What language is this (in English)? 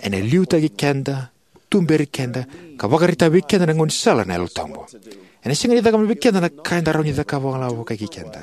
Fijian